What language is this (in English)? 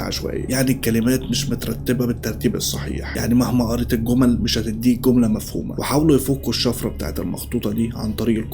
Egyptian Arabic